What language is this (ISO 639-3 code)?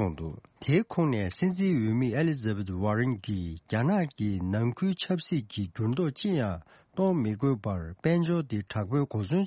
bod